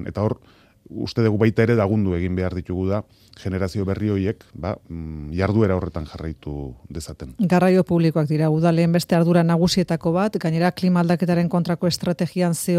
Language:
Basque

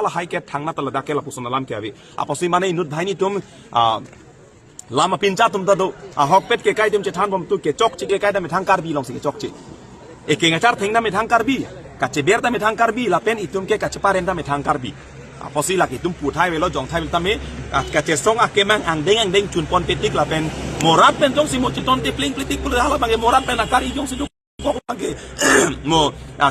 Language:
Karbi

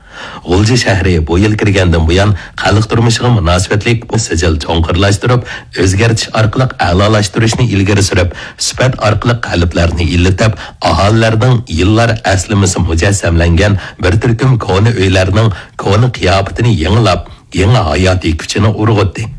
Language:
Uyghur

